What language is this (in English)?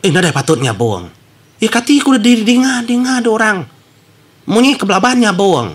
Iban